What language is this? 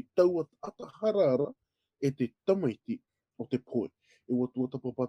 Tahitian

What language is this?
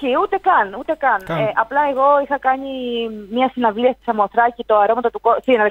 Greek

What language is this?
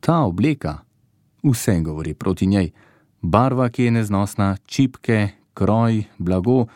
Slovenian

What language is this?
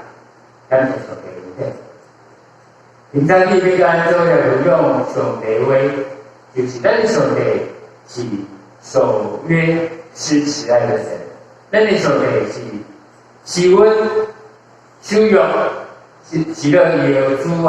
Min Nan Chinese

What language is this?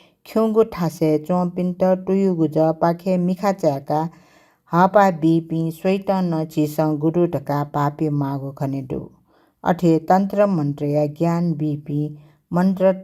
Newari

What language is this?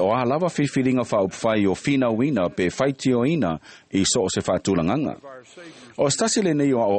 Samoan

